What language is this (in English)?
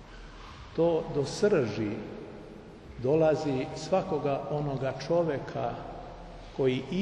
Serbian